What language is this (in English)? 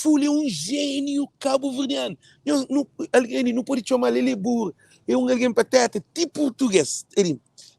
Kabuverdianu